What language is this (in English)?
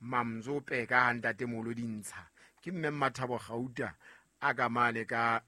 Southern Sotho